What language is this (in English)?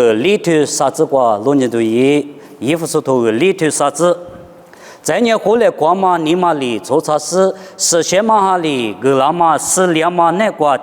Lisu